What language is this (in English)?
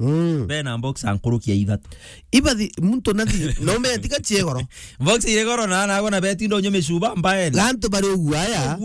Meru